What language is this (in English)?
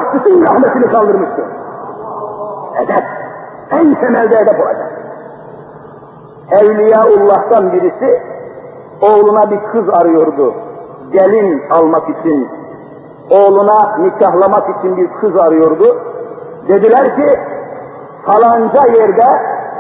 Turkish